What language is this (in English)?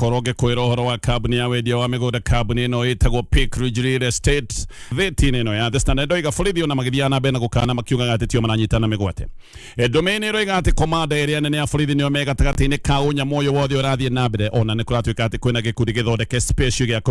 Kikuyu